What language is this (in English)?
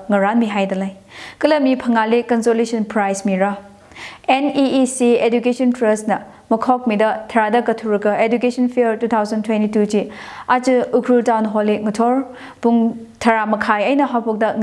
Tangkhul Naga (India)